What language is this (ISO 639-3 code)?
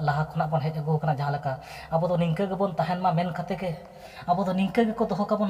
sat